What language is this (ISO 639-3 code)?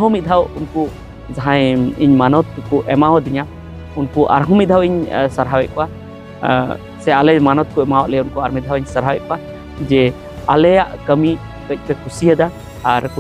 sat